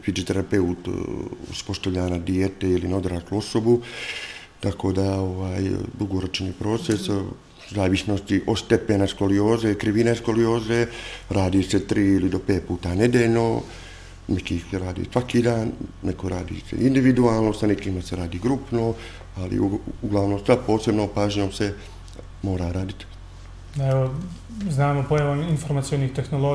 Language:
Bosnian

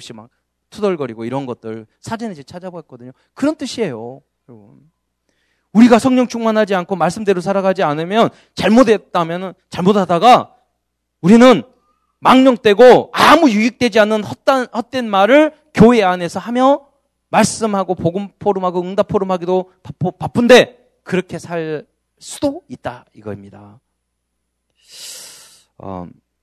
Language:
Korean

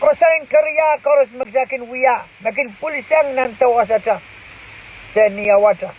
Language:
Pohnpeian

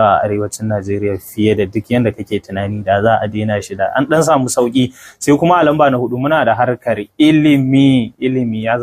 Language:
Hausa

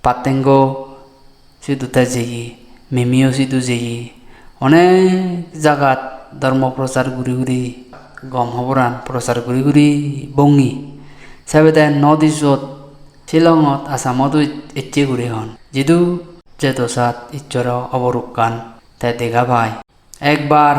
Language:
Chakma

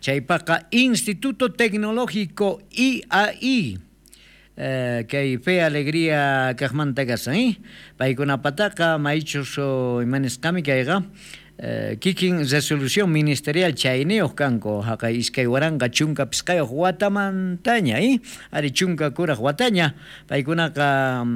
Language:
South Bolivian Quechua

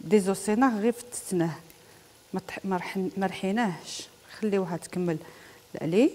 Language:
Algerian Arabic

